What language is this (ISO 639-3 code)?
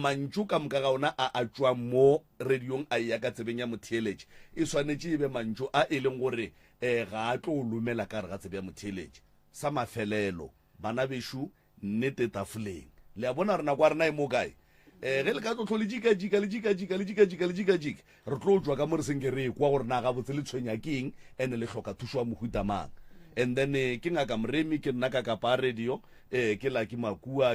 nso